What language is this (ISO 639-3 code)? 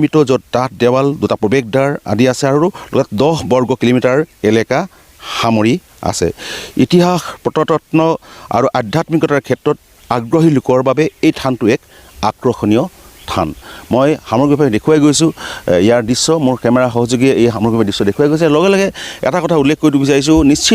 asm